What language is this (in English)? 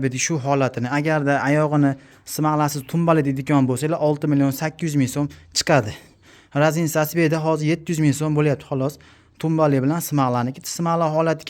Uzbek